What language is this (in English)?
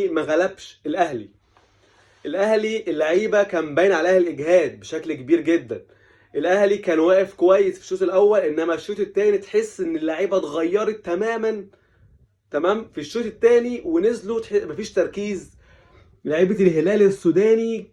Egyptian Arabic